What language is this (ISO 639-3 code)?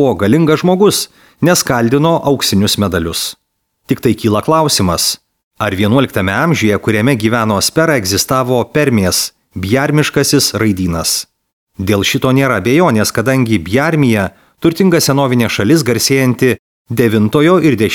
lit